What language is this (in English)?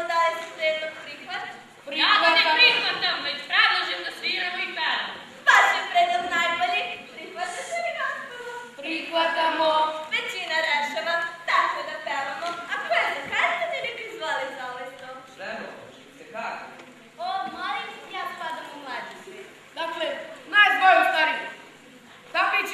Serbian